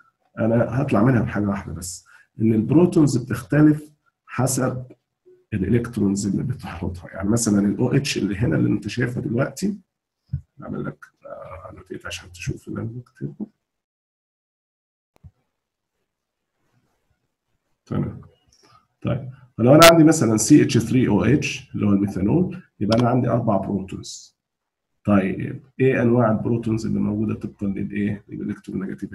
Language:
Egyptian Arabic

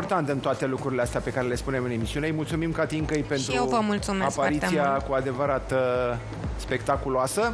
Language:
Romanian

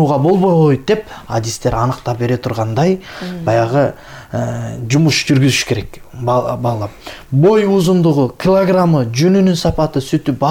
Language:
Kyrgyz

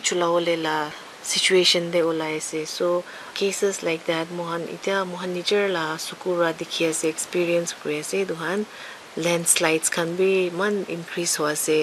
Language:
Naga Pidgin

